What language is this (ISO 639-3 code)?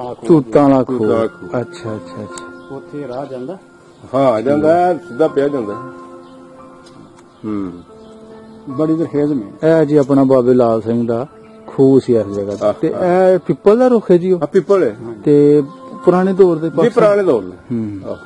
pan